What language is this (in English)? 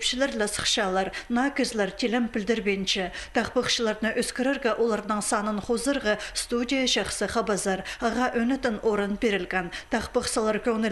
Khakas